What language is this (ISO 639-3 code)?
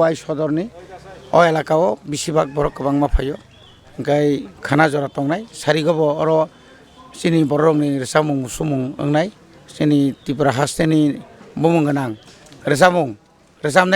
trp